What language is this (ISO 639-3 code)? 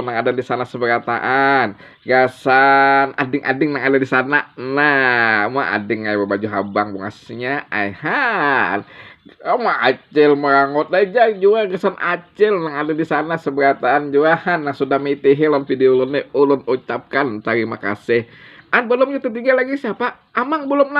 bjn